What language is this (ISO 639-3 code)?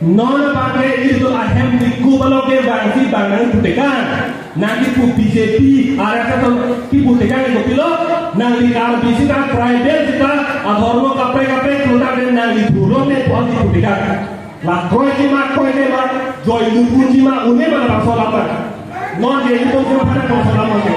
mjw